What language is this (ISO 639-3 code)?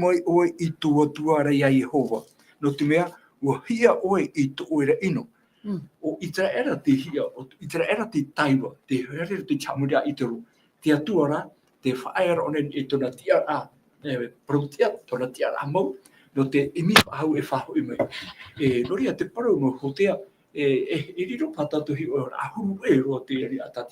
tah